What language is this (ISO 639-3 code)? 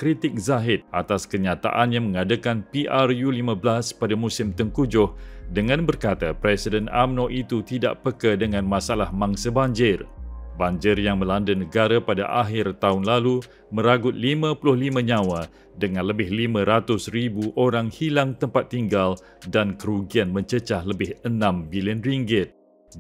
msa